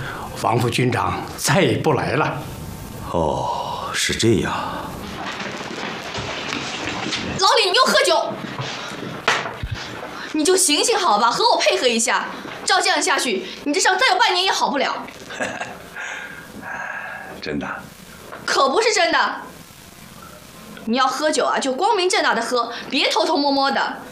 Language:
Chinese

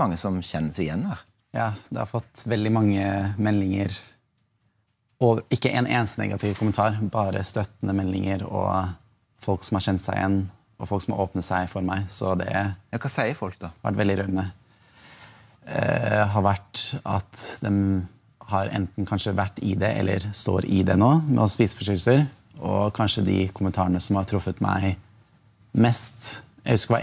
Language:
Norwegian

